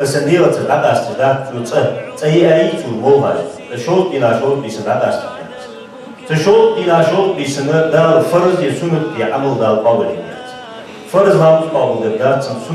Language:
Ingush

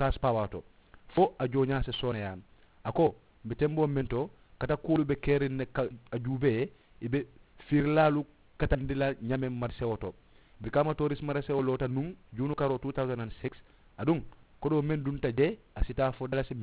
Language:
Mandingo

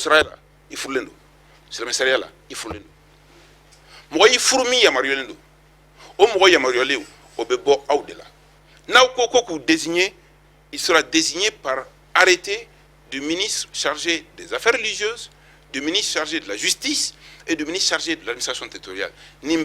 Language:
Bambara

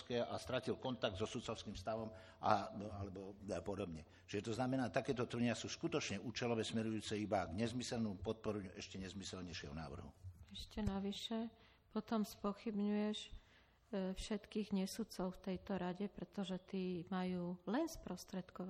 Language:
Slovak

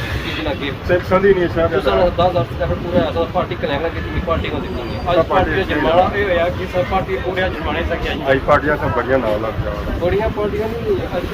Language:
Pahari-Potwari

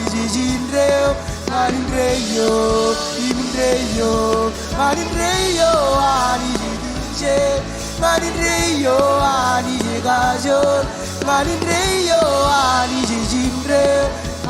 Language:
Marshallese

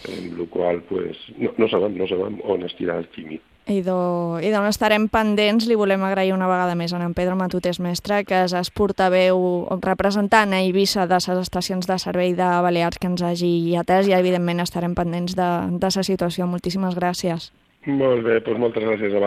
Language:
Catalan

